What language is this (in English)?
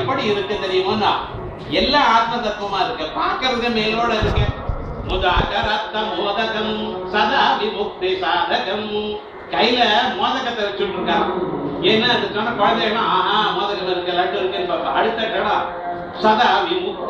Tamil